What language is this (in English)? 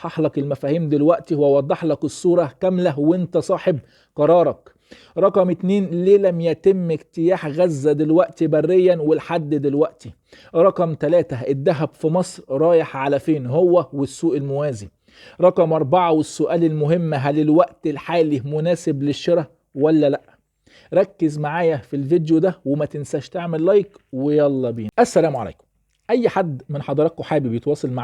Egyptian Arabic